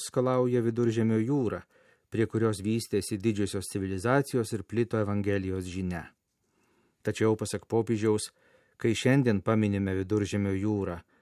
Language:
Lithuanian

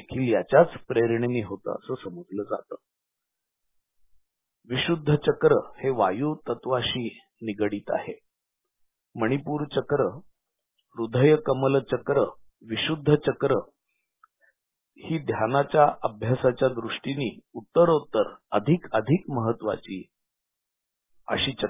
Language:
Marathi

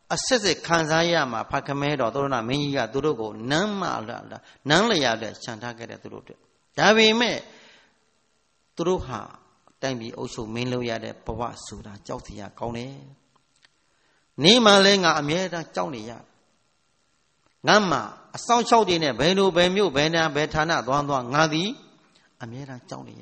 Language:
Burmese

